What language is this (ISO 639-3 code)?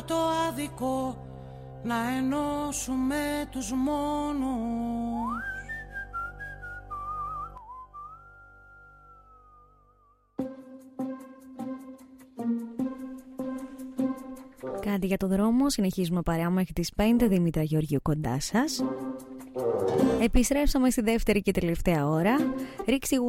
ell